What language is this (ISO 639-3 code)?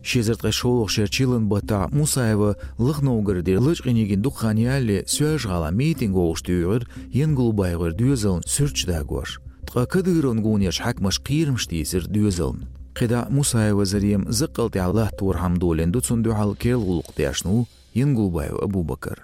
che